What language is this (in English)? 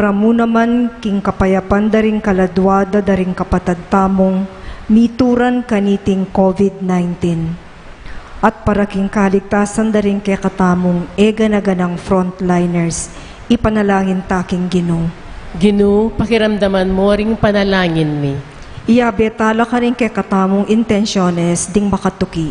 Pampanga